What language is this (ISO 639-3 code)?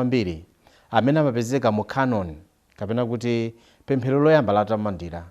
nya